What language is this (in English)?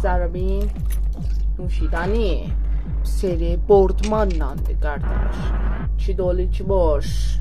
South Azerbaijani